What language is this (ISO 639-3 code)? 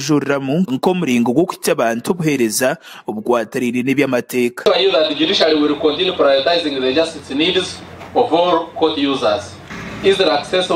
nyn